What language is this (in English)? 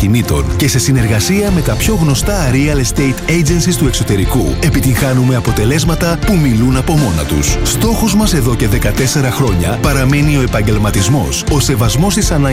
Greek